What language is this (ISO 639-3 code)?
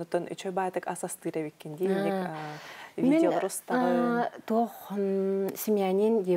sah